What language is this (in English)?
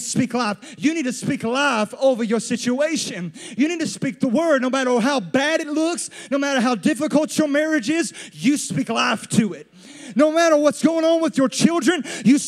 English